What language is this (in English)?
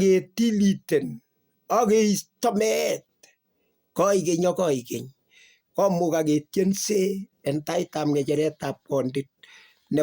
Kalenjin